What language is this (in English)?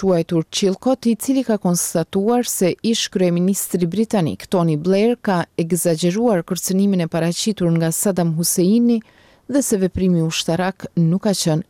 Albanian